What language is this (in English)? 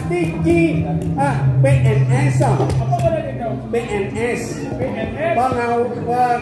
Balinese